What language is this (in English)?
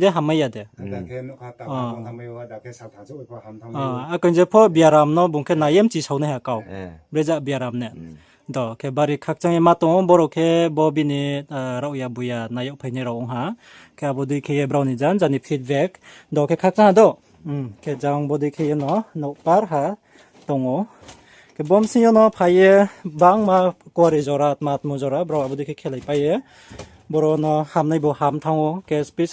Riang (India)